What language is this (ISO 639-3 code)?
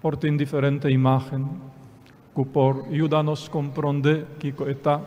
pap